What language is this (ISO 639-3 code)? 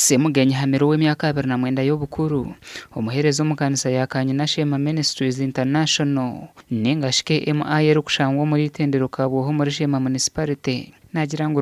nyn